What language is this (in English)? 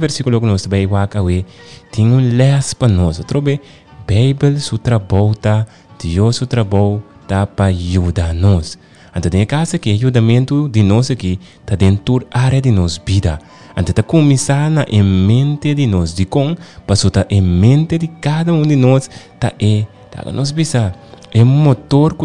Papiamento